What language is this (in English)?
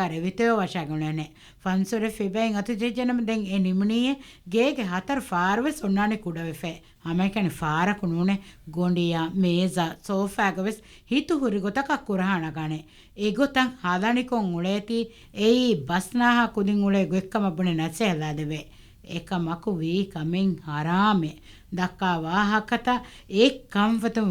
Divehi